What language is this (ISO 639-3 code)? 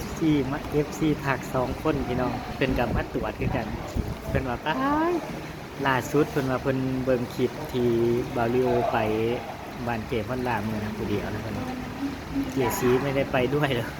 tts